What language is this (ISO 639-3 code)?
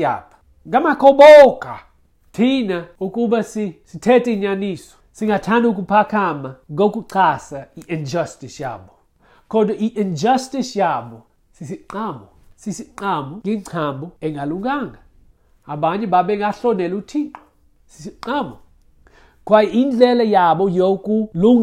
xho